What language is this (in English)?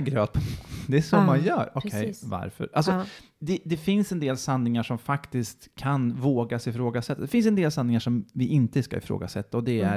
Swedish